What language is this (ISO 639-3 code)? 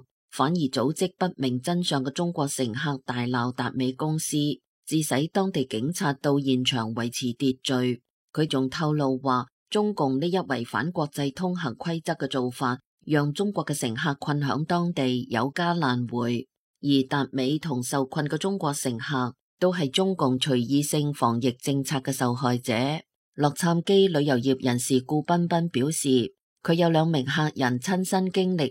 yue